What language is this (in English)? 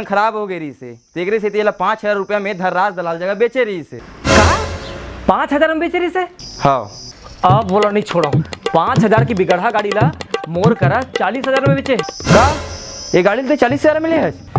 Chhattisgarhi